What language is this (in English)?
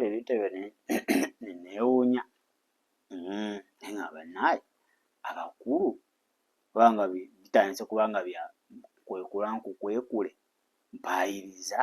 Ganda